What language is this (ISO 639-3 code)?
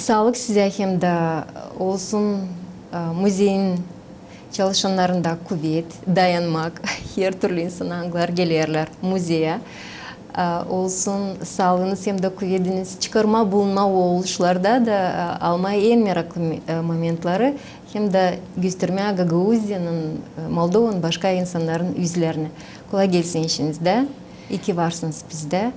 gag